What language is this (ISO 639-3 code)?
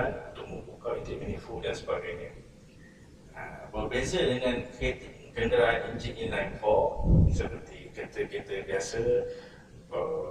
msa